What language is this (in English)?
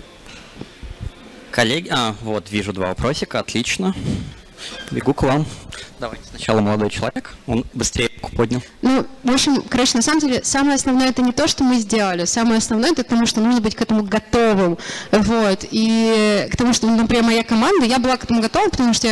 Russian